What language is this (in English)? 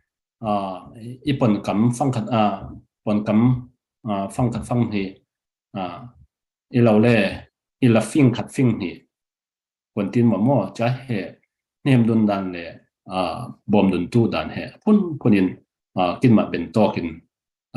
Falam Chin